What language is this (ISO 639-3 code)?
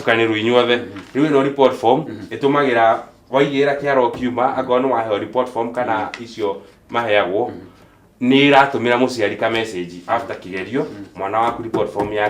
kik